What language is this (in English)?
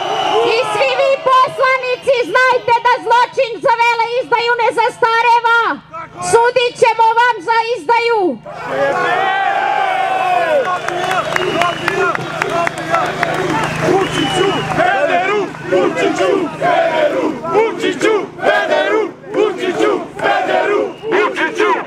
Serbian